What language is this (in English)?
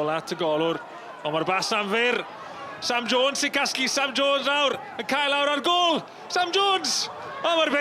Welsh